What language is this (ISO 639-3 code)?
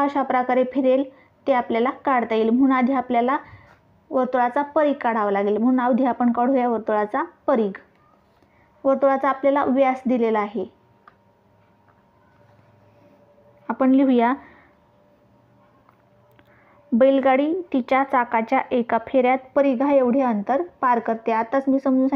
mar